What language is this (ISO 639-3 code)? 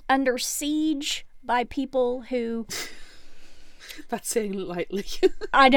eng